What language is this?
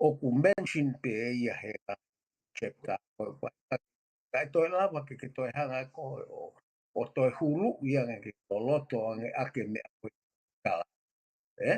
Tongan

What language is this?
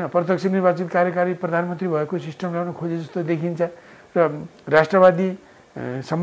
Nepali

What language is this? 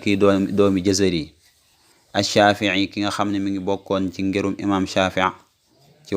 Wolof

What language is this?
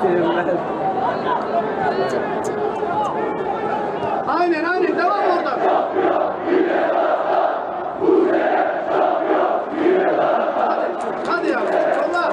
Turkish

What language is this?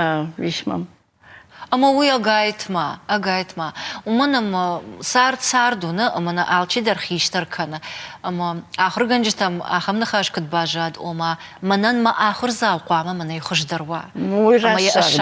Ossetic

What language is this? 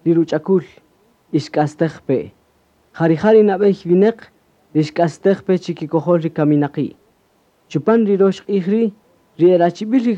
Kaqchikel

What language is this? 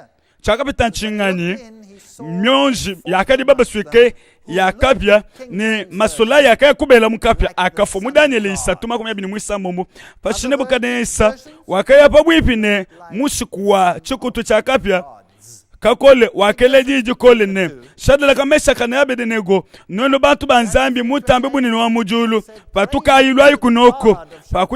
Luba-Lulua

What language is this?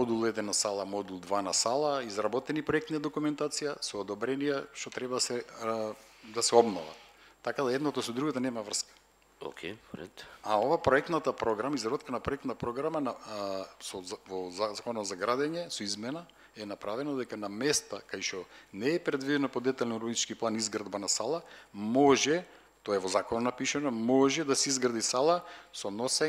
Macedonian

